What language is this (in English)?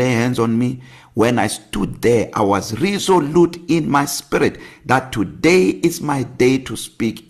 English